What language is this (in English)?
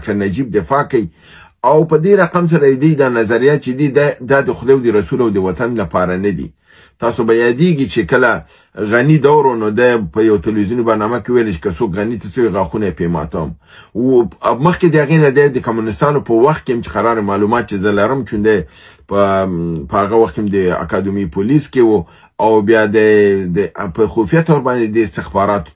Pashto